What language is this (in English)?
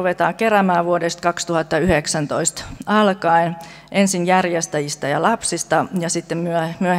Finnish